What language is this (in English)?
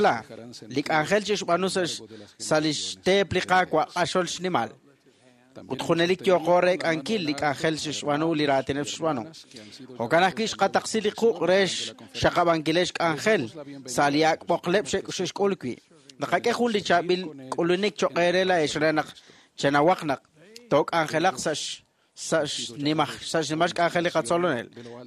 Kekchí